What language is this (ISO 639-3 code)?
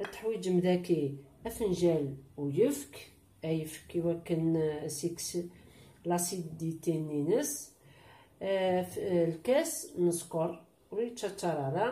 kab